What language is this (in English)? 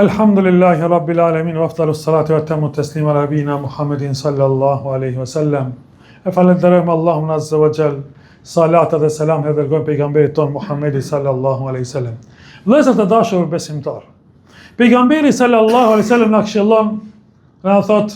Albanian